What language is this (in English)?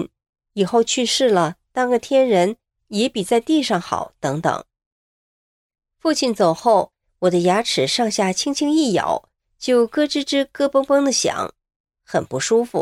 Chinese